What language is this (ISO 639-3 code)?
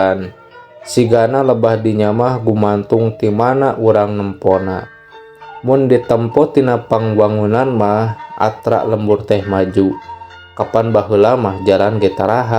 sun